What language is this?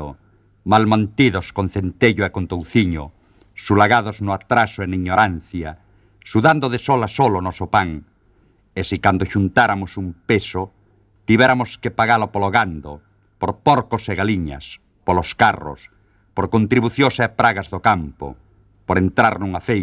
Galician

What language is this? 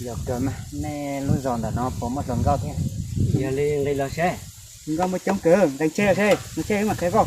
Hmong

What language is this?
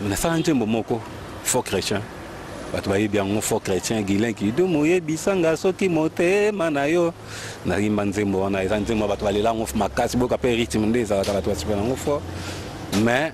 Lingala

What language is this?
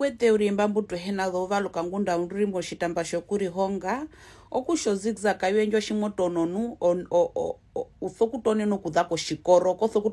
Herero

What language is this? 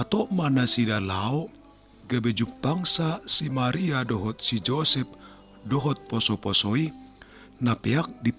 Batak Toba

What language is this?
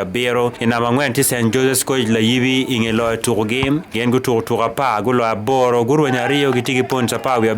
Acoli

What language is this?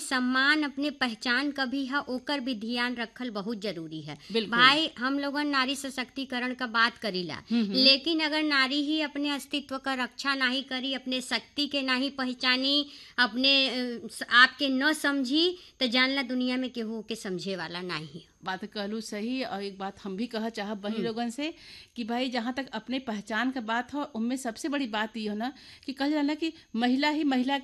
Bhojpuri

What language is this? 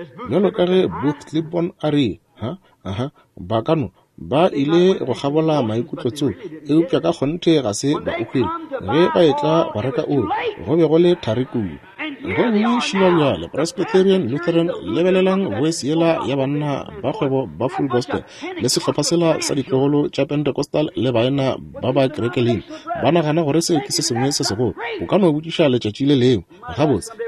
Northern Sotho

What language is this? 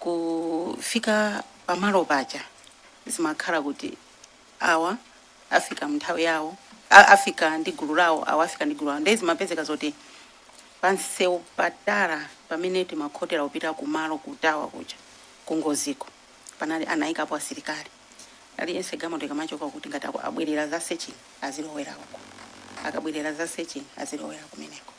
Nyanja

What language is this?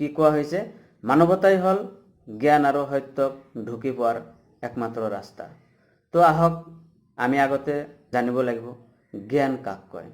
Assamese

